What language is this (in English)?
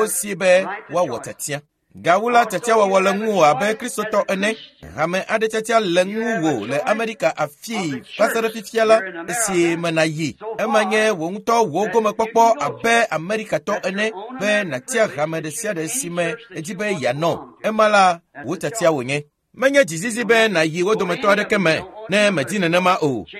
Ewe